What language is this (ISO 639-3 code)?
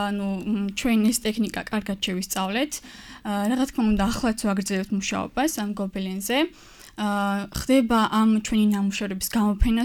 kat